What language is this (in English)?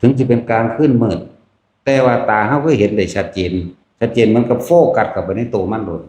Northeastern Thai